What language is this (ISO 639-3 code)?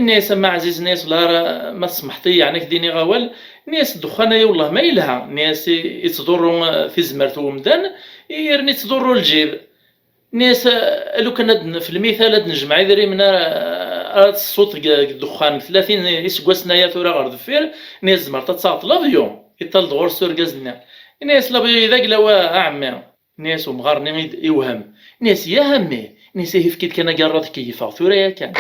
kab